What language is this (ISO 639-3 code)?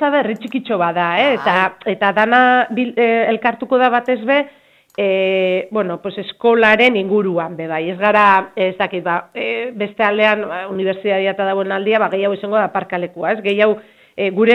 eus